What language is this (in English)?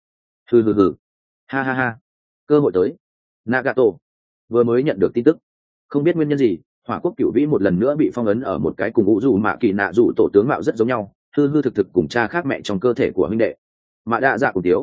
Vietnamese